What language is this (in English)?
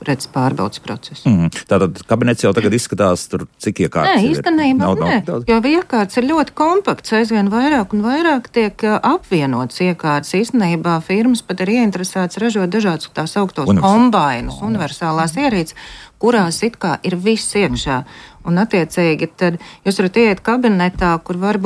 Latvian